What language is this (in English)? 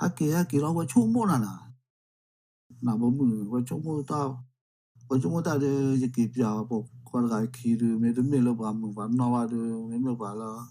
S'gaw Karen